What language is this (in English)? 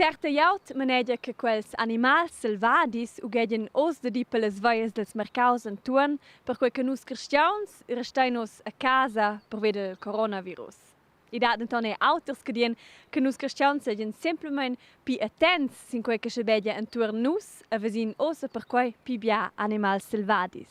Romansh